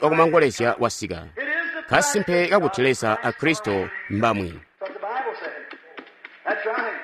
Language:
Tonga (Zambia)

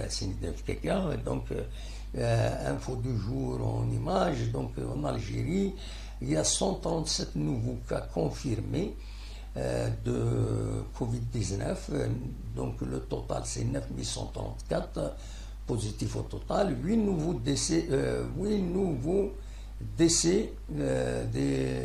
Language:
Kabyle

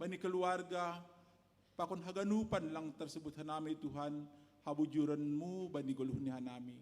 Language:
Batak Simalungun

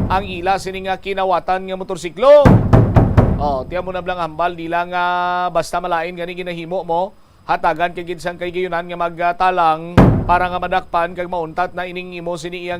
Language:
Hiligaynon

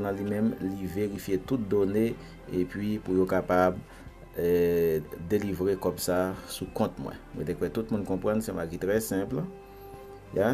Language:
Haitian Creole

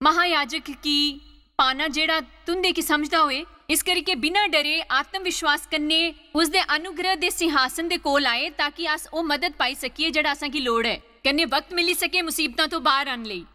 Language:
Dogri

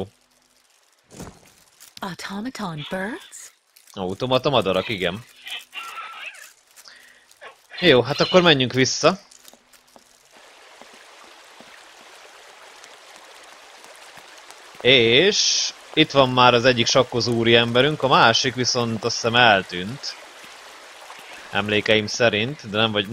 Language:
Hungarian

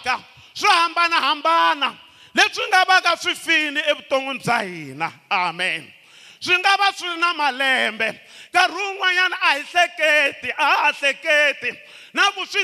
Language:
Tsonga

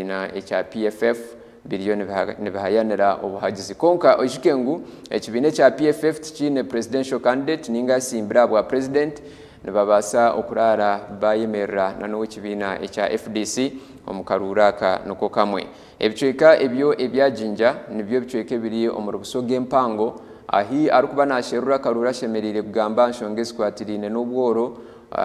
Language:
Nyankole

